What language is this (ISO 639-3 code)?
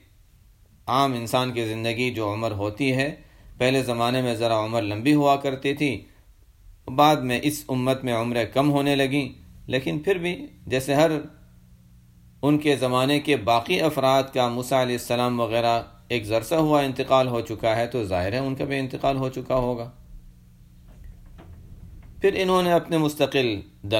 urd